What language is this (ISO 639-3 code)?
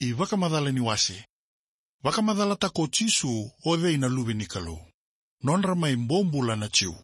fij